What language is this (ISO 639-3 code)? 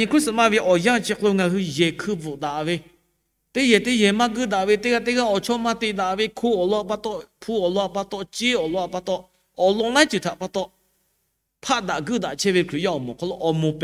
lhu